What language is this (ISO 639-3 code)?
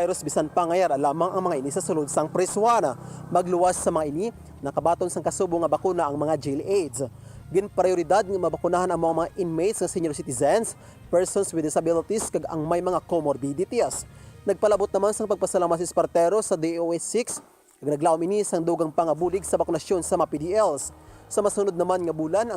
hil